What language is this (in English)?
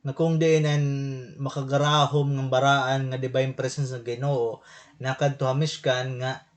Waray